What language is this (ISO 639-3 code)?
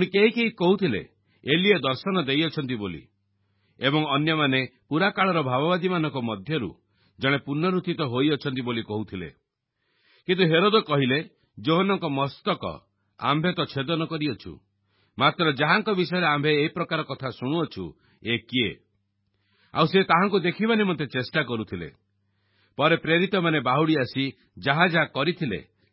ori